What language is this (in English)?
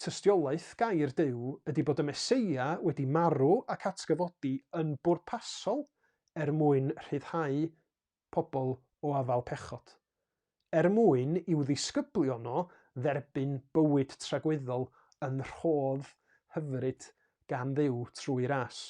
Welsh